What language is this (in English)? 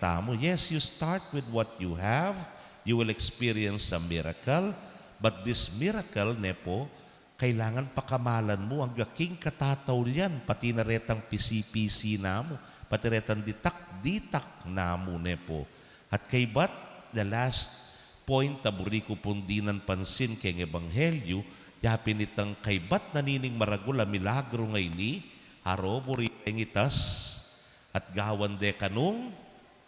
Pampanga